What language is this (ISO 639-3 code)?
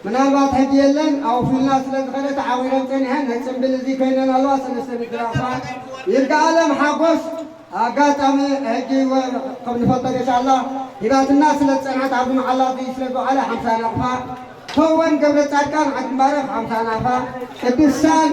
tir